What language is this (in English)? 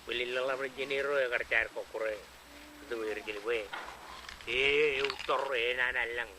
Marshallese